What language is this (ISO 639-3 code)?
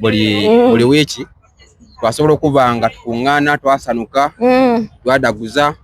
xog